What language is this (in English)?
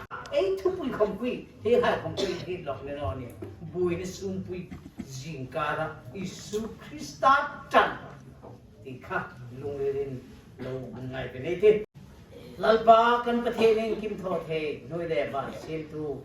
Hmar